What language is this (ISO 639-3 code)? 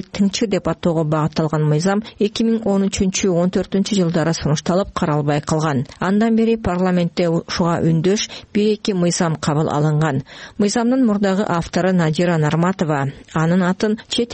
kir